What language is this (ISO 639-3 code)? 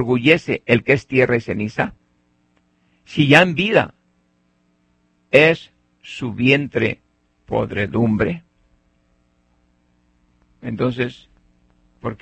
spa